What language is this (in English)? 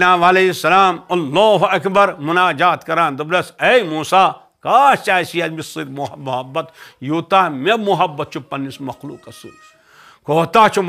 Kashmiri